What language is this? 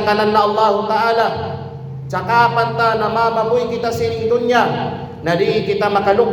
Kalagan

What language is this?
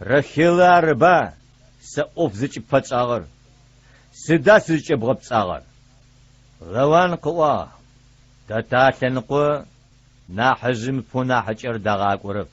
Adyghe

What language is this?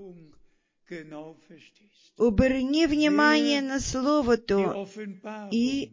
Bulgarian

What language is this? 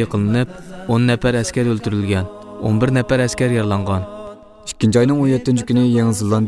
Uyghur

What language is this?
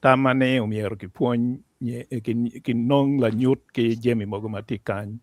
Acoli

